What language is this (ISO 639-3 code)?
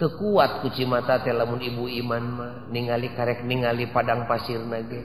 sun